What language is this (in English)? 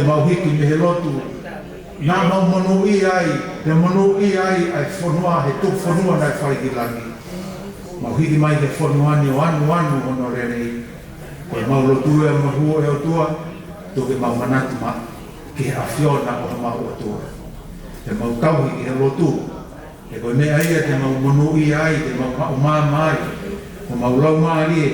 Tongan